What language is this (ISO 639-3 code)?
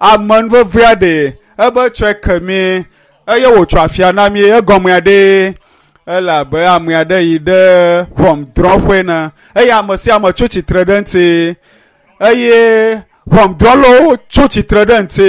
ewe